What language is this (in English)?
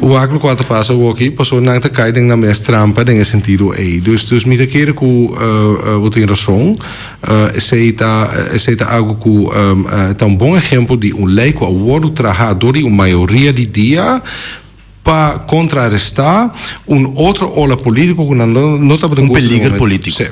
Papiamento